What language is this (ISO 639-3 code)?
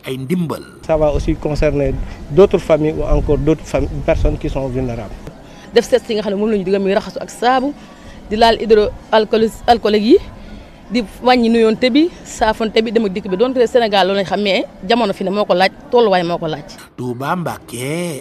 wol